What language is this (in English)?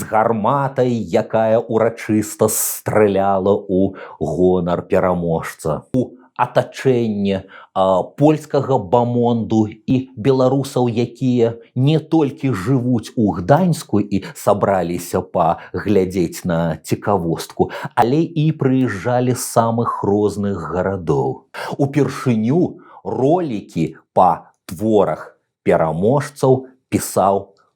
Belarusian